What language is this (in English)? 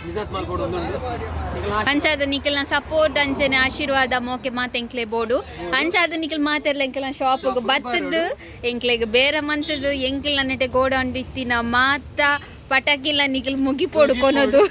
Tulu